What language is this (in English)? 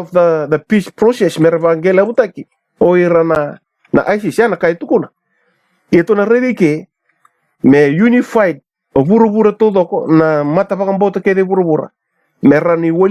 Fijian